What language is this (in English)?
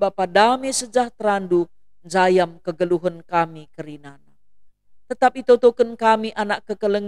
Batak Karo